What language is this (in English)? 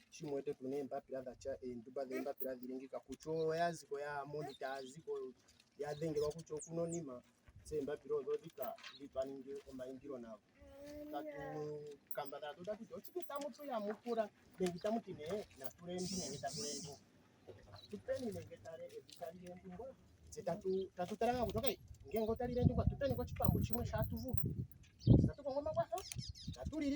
Ndonga